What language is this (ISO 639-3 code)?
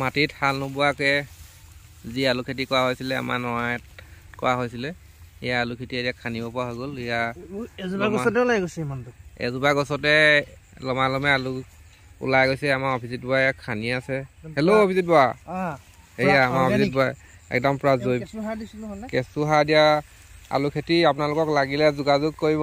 asm